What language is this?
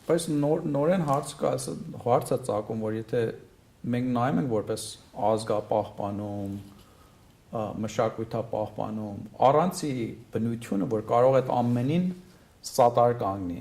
Western Armenian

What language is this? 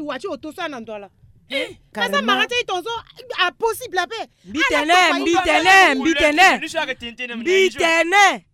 Sango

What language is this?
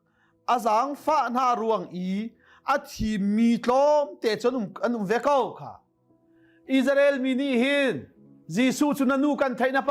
Hakha Chin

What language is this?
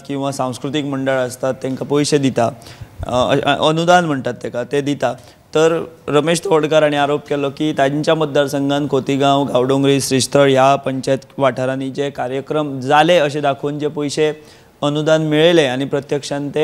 Konkani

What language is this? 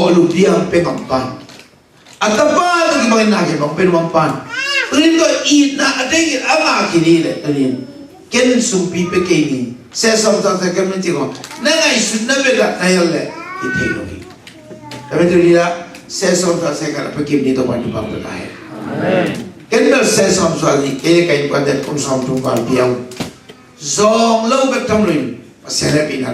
Tedim Chin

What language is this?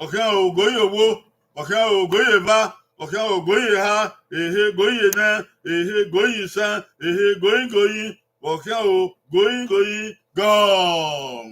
Bini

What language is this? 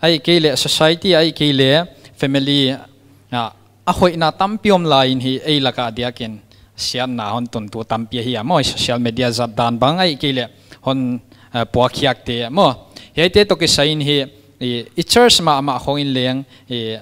Paite Chin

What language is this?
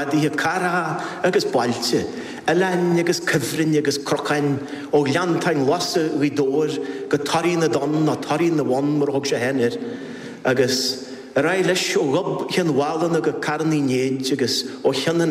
Irish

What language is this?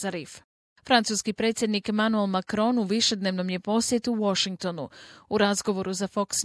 Croatian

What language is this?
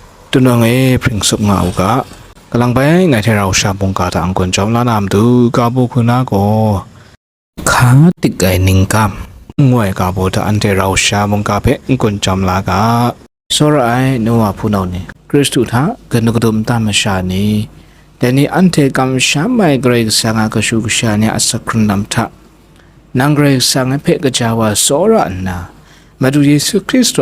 Kachin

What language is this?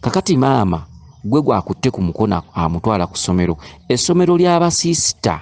Ganda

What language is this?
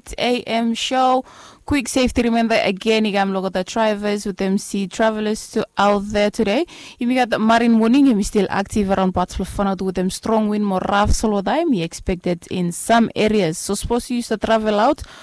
Bislama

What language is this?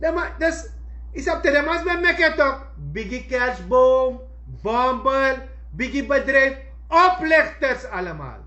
Sranan Tongo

